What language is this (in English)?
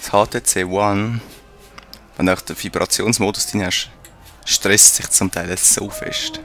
Swiss German